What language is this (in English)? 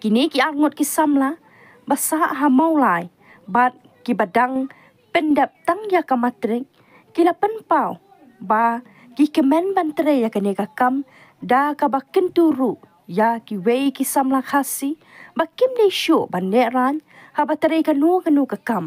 Khasi